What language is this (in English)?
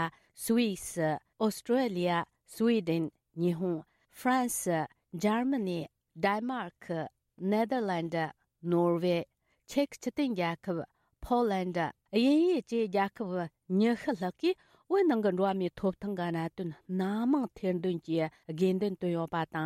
Tibetan